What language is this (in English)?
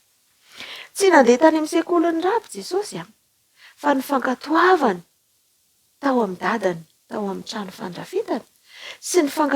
Malagasy